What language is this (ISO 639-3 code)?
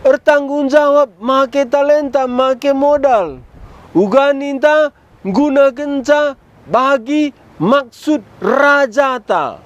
btx